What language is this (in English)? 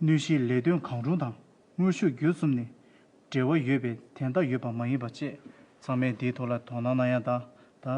Tibetan